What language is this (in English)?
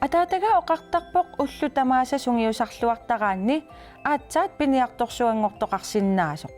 Kalaallisut